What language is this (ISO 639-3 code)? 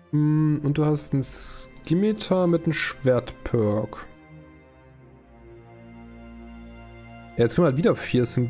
deu